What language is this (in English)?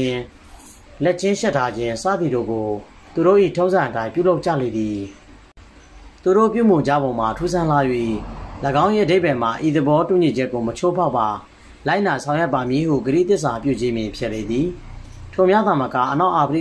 Burmese